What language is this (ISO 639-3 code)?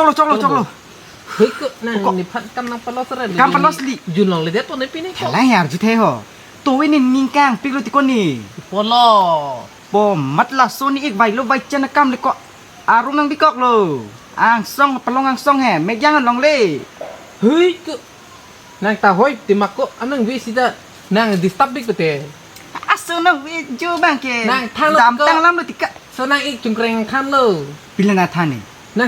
mjw